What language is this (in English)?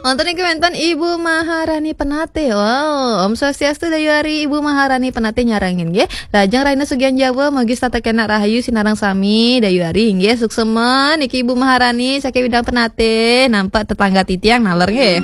Balinese